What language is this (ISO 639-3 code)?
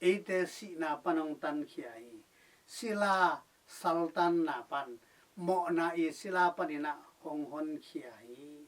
ctd